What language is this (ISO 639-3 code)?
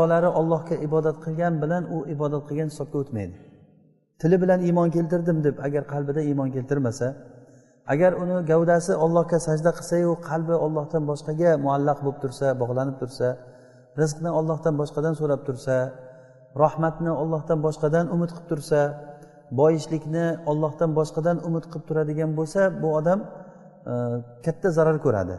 uzb